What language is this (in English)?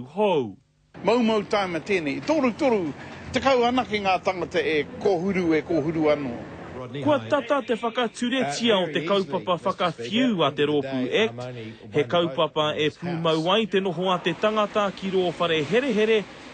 Māori